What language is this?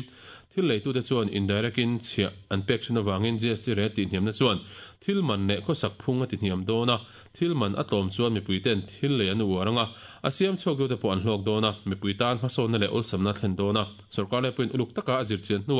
Mizo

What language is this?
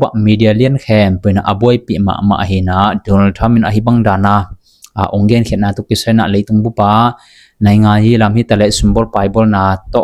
Tedim Chin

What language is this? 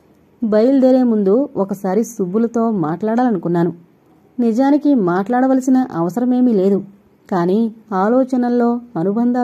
Telugu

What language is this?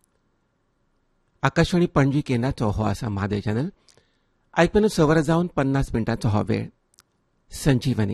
Konkani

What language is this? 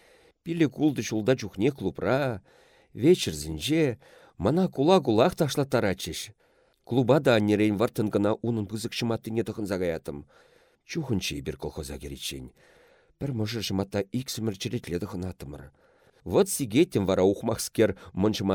Chuvash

